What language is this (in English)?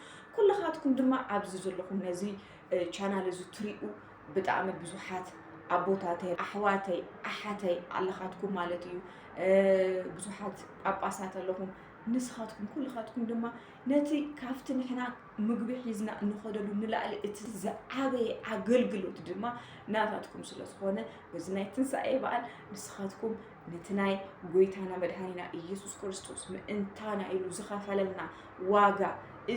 Tigrinya